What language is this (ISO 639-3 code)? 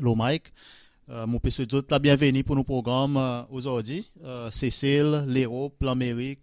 crs